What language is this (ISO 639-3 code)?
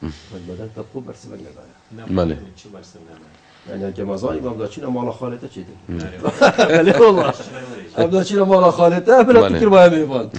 kur